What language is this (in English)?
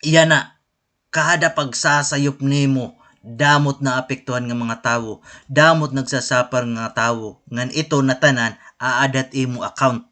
Waray